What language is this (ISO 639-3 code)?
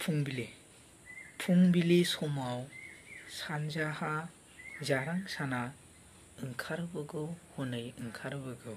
brx